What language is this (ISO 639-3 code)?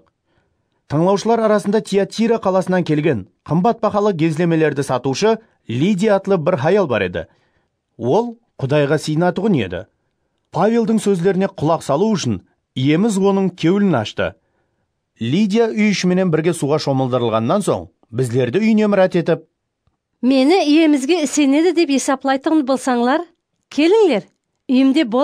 kaa